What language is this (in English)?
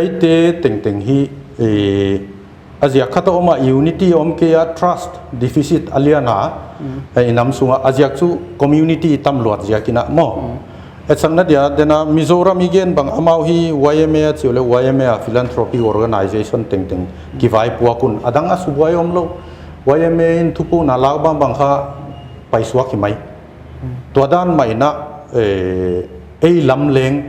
Paite Chin